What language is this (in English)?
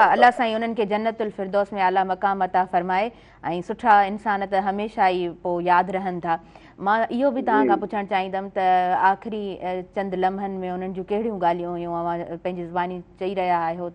Sindhi